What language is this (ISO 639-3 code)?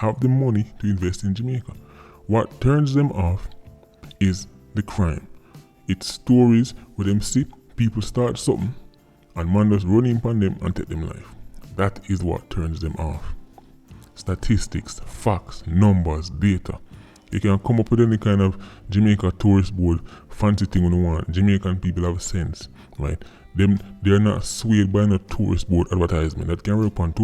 jam